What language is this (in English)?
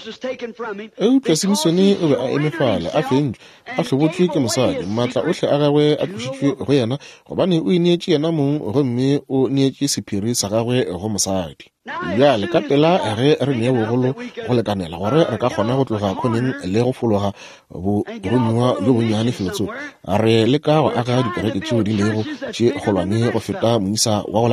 Northern Sotho